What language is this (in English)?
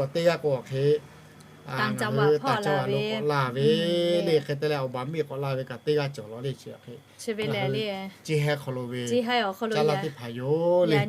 Lahu